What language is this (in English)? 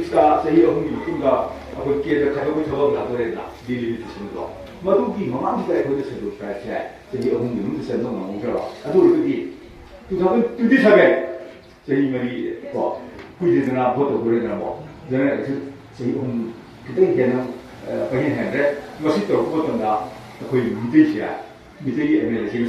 Manipuri